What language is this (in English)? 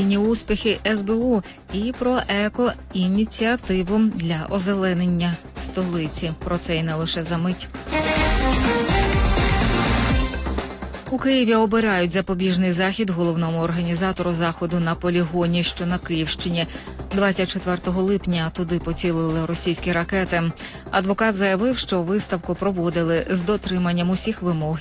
Ukrainian